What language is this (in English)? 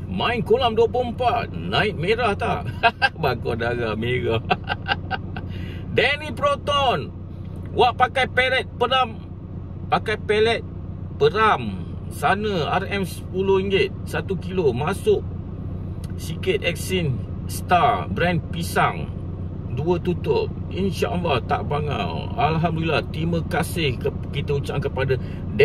Malay